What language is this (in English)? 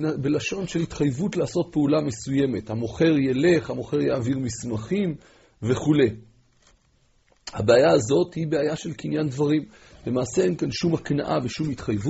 Hebrew